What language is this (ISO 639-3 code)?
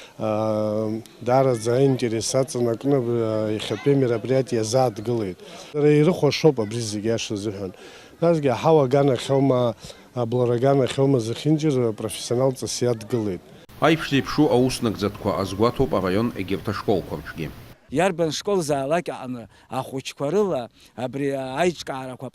abk